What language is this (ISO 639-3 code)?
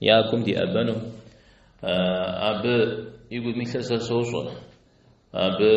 kbd